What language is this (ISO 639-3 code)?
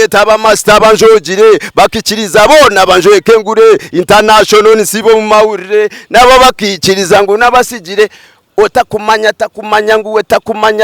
nyn